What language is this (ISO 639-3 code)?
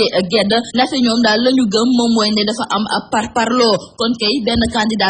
wol